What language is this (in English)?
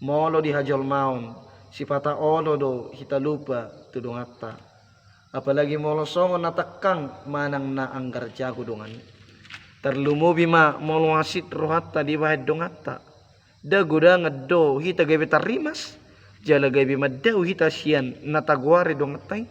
Batak Toba